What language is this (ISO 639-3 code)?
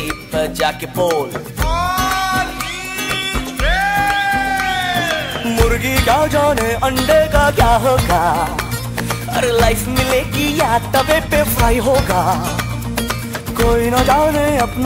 hin